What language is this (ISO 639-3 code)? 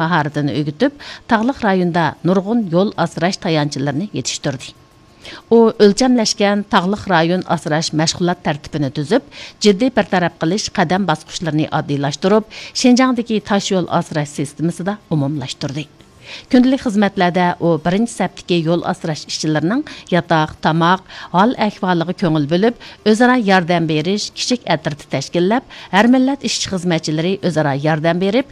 uig